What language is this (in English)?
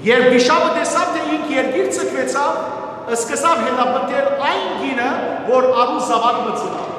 Western Armenian